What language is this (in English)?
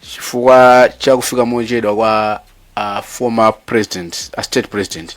Nyanja